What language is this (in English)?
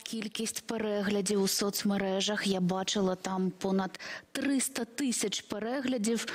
Ukrainian